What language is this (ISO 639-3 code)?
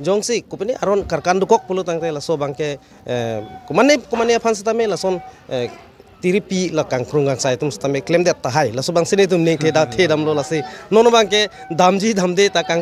mjw